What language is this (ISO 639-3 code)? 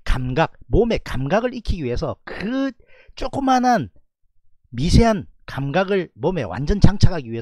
kor